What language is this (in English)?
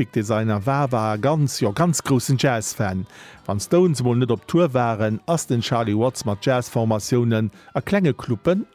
Luxembourgish